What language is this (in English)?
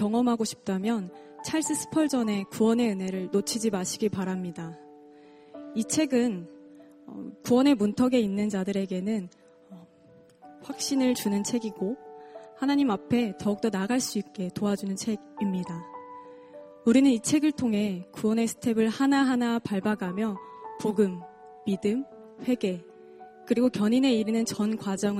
Korean